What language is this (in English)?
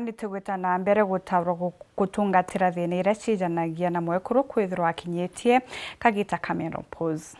Meru